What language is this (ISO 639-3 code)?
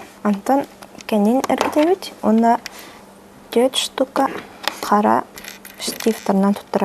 sah